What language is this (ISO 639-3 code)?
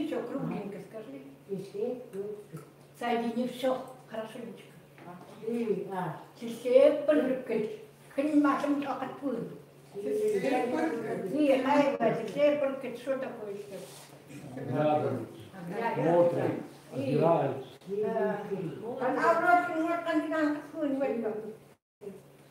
ckt